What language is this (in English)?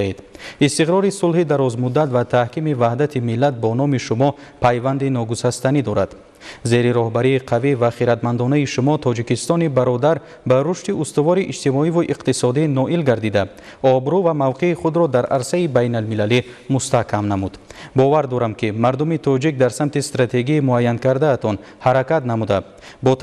Tajik